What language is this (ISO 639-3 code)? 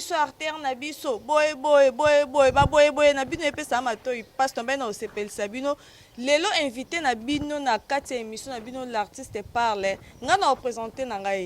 lin